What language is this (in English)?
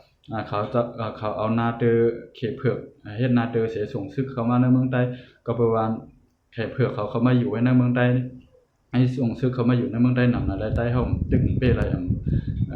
Shan